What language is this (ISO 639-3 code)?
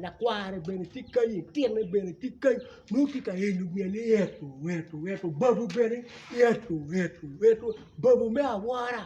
ach